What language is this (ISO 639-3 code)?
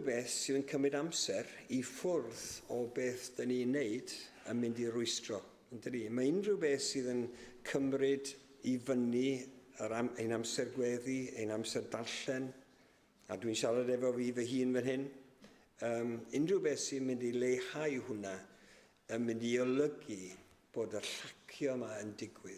cym